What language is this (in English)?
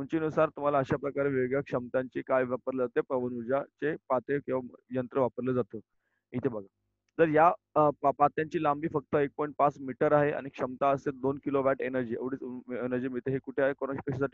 Marathi